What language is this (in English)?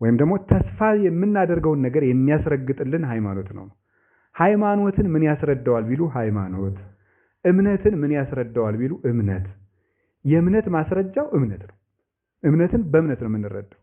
Amharic